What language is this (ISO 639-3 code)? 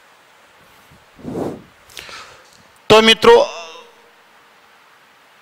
guj